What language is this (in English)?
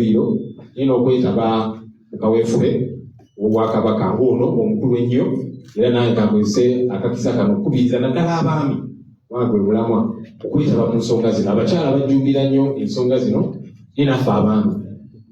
Ganda